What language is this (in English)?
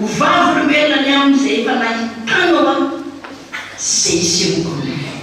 Malagasy